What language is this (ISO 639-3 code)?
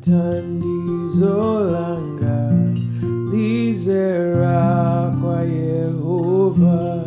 nya